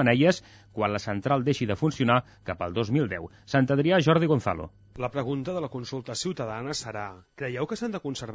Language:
Catalan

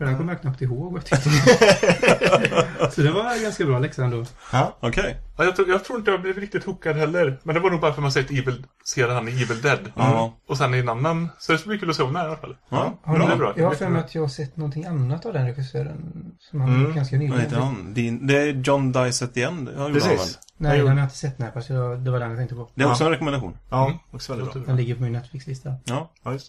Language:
Swedish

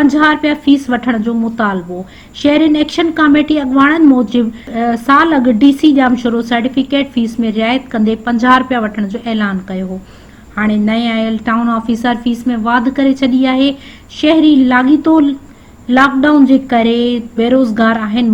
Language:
Sindhi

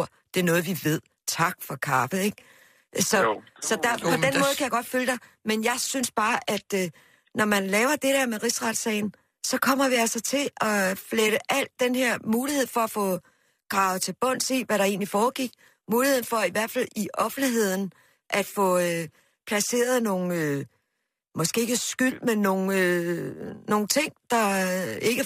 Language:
Danish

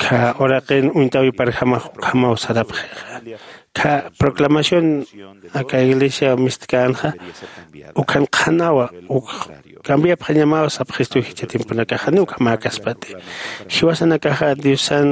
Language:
Aymara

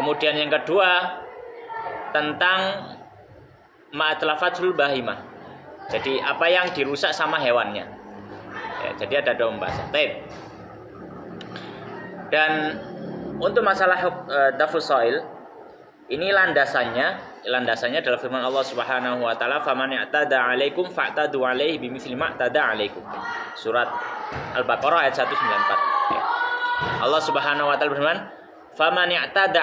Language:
Indonesian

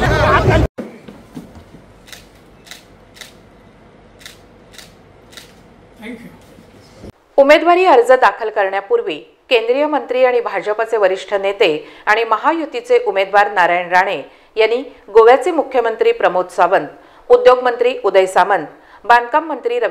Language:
Marathi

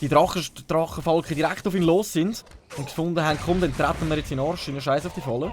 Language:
Swiss German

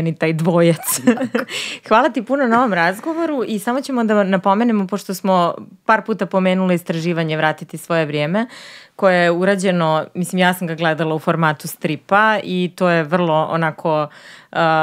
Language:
Serbian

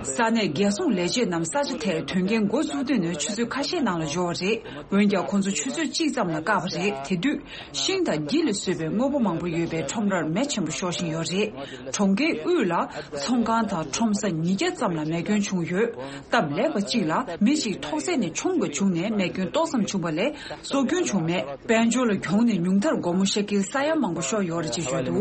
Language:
Tibetan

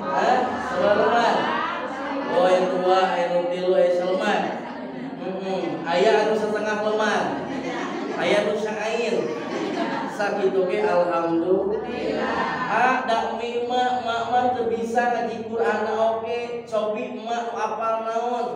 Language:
Sundanese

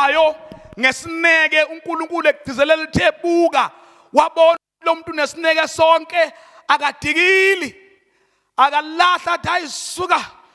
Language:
Zulu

